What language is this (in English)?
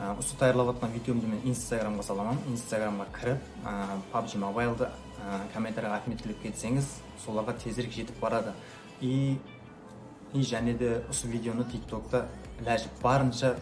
Kara-Kalpak